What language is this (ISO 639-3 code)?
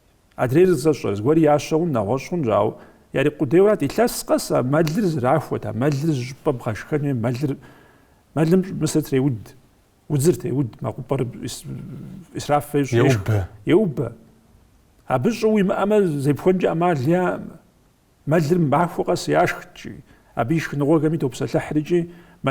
kbd